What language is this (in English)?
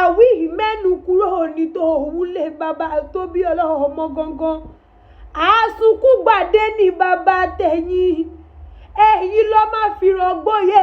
Yoruba